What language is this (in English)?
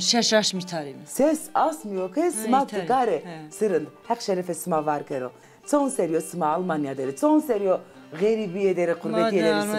Zaza